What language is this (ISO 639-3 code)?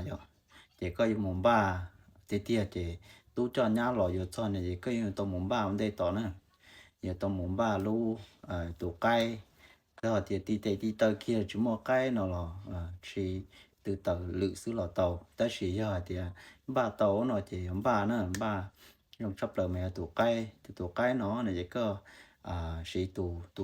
hmn